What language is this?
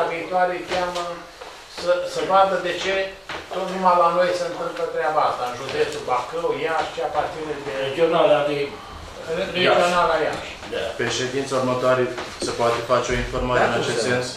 Romanian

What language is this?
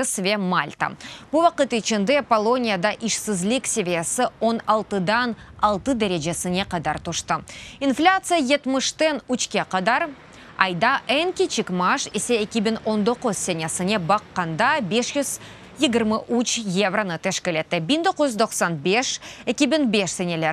Crimean Tatar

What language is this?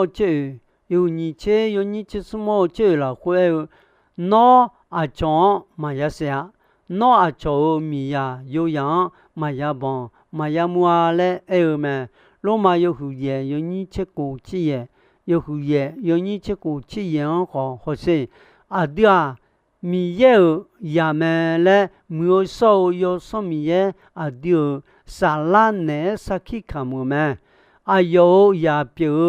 Akha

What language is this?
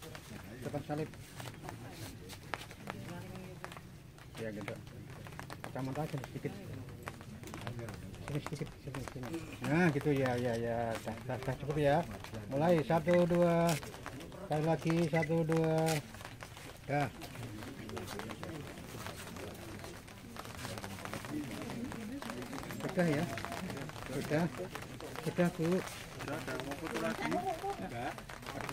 Indonesian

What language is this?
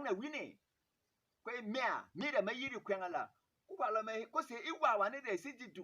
Berom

